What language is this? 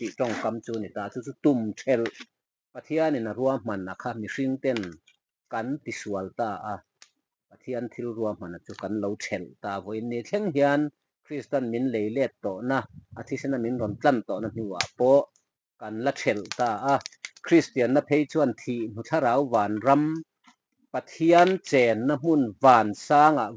Mizo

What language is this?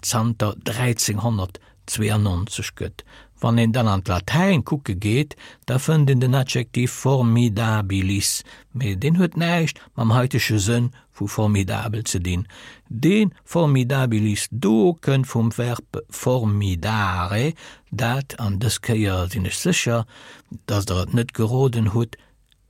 Luxembourgish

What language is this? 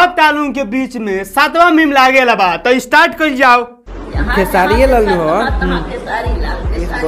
Bhojpuri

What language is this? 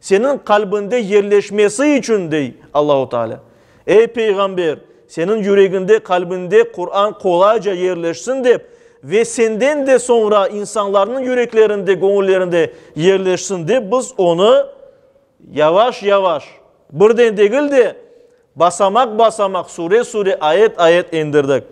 Crimean Tatar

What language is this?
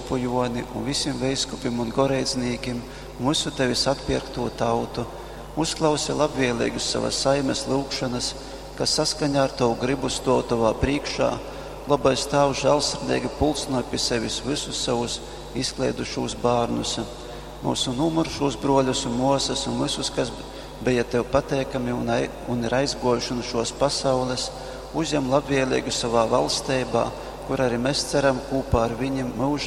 Latgalian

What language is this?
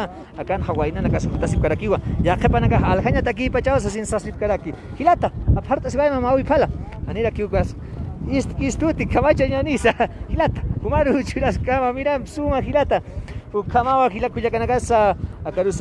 Aymara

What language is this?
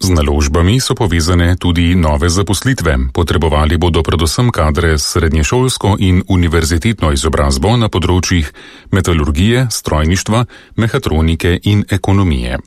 Slovenian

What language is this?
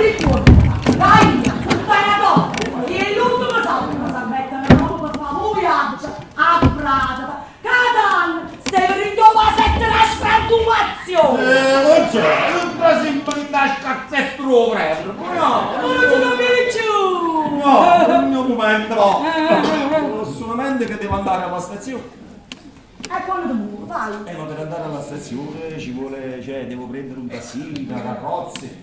Neapolitan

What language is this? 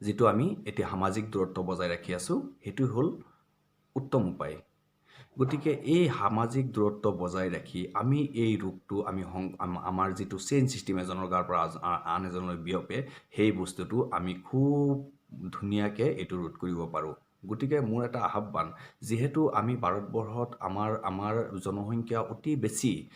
Assamese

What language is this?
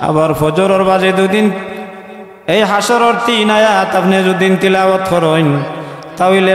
Sylheti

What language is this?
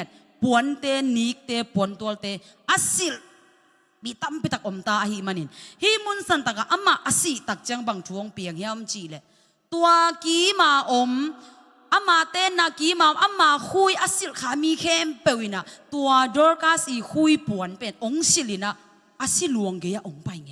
Tedim Chin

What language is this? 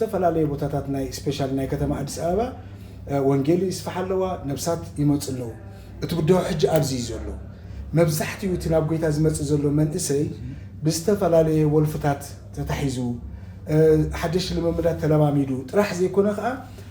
Tigrinya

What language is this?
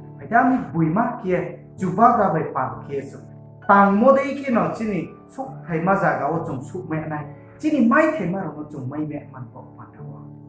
Riang (India)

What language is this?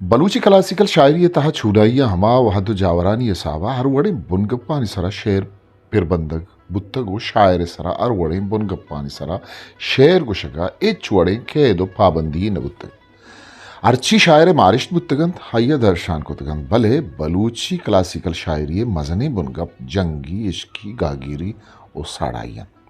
Eastern Balochi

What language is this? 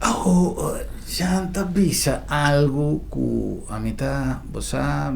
Papiamento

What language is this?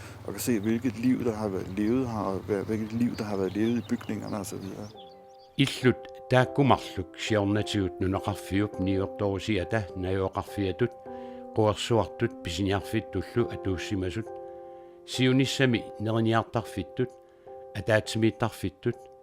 Kalaallisut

